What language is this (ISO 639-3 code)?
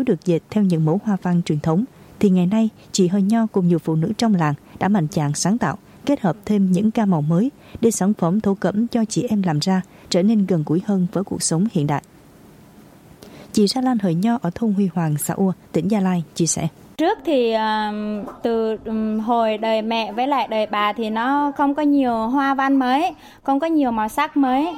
vie